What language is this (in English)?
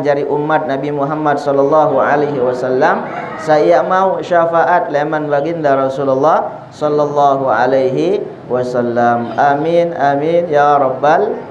Sasak